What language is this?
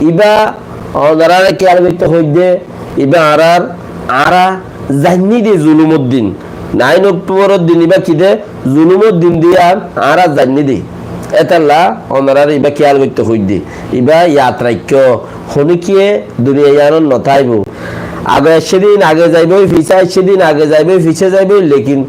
Rohingya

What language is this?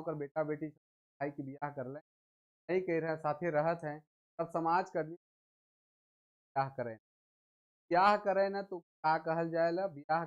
Sadri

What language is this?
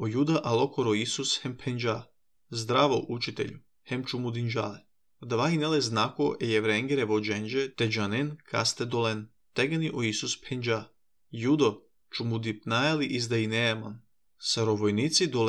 Serbian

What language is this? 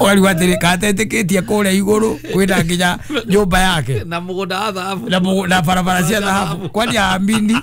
Kikuyu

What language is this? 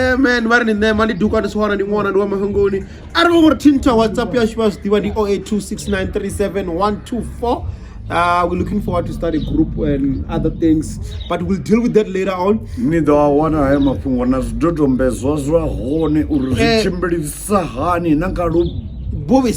Venda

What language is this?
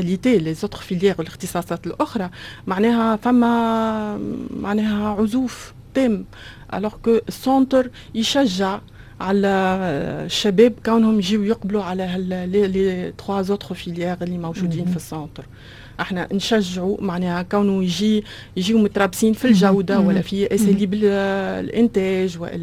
Tunisian Arabic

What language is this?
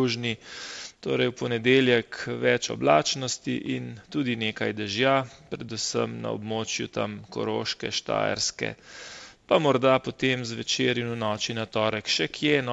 Slovenian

